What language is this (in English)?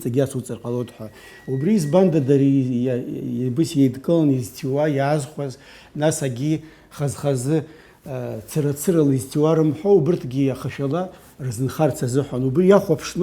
Abkhazian